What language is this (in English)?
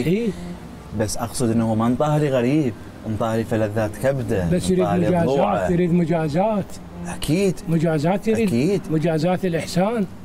Mesopotamian Arabic